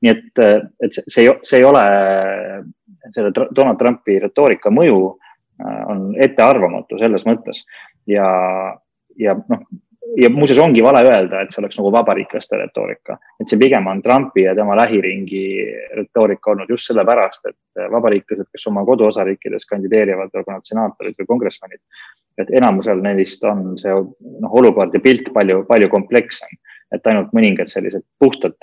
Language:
Estonian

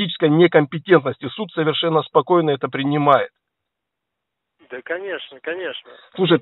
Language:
Russian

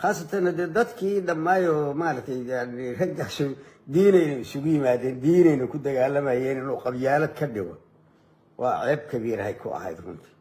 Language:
Somali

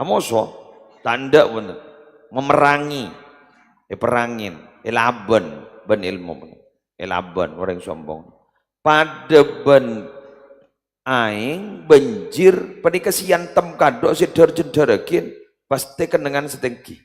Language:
Madurese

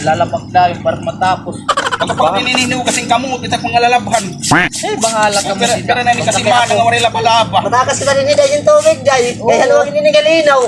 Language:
Waray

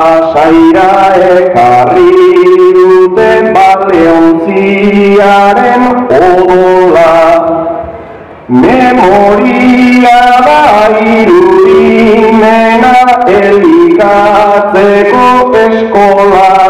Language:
Basque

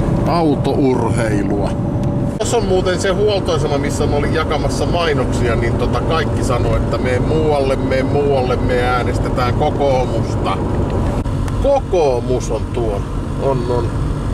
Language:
Finnish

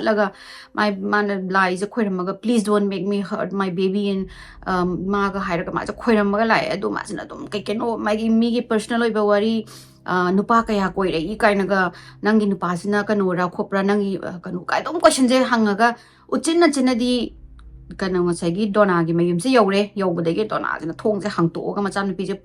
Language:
Manipuri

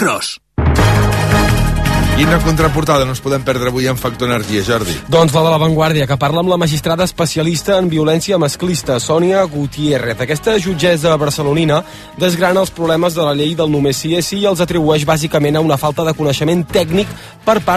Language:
Catalan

